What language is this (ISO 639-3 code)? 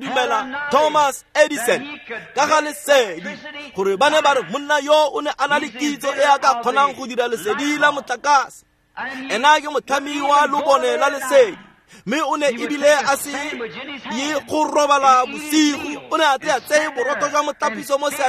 tsn